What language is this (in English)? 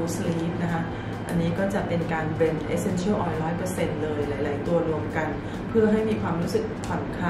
Thai